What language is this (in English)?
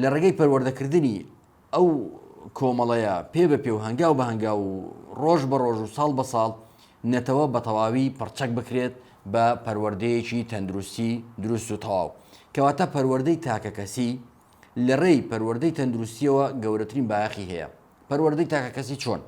Central Kurdish